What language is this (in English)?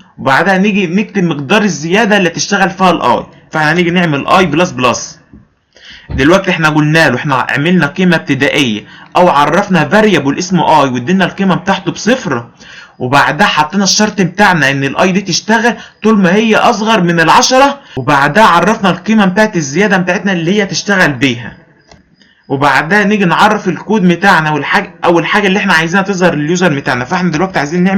Egyptian Arabic